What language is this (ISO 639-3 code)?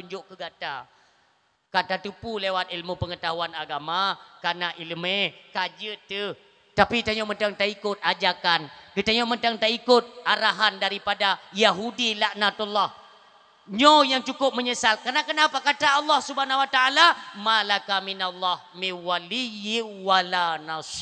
ace